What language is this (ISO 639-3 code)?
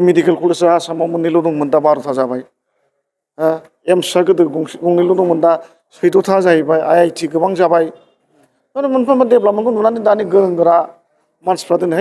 brx